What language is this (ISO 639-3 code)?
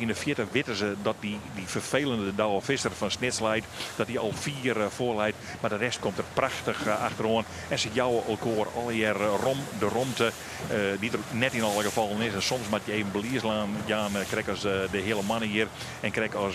fry